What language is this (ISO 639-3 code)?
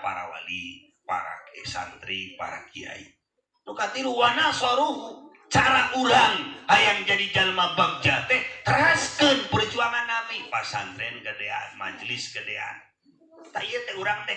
sun